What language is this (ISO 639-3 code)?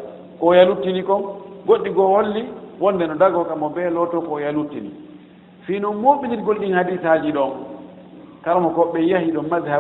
ful